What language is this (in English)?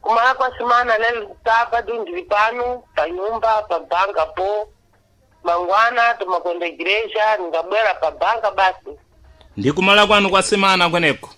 Sena